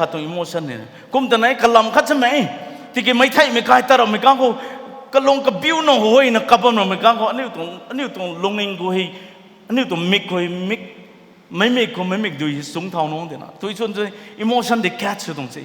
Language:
Rongmei Naga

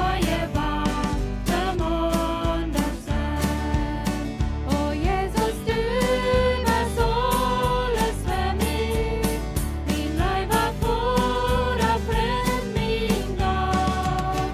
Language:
Plautdietsch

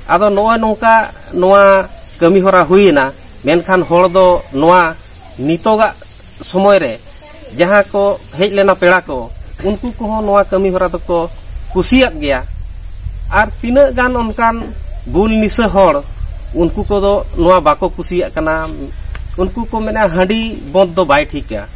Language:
Santali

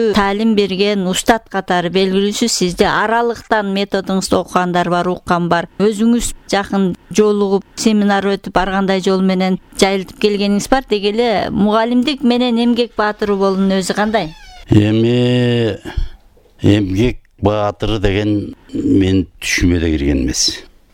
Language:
Kyrgyz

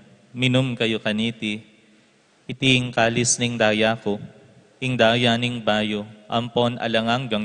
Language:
Pampanga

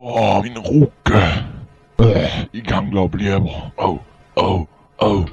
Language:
Swiss German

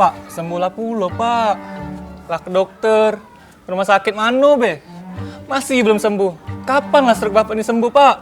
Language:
Musi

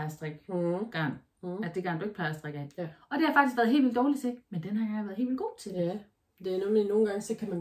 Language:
Danish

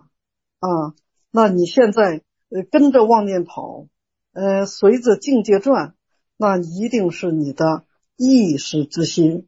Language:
Chinese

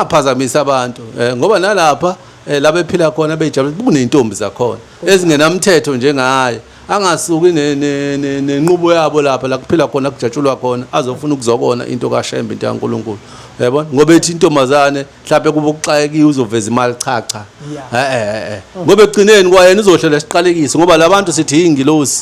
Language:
Zulu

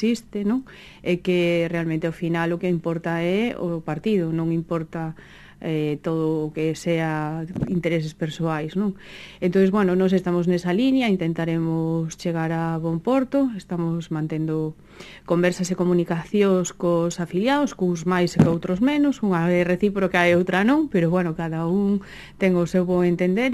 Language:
Galician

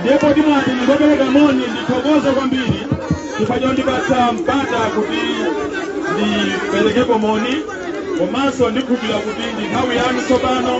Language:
Nyanja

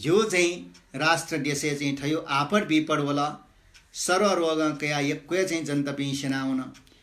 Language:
Newari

